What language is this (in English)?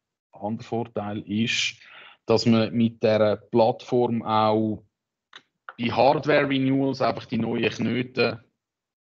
German